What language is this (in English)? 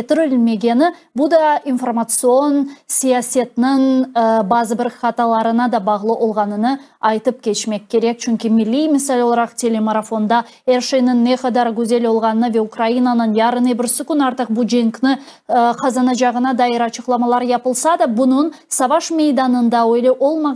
Crimean Tatar